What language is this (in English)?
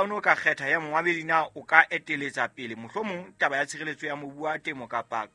Southern Sotho